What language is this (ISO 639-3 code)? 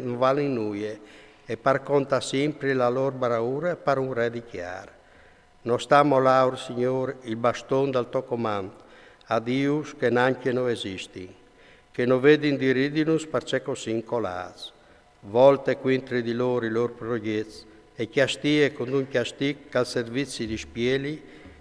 fur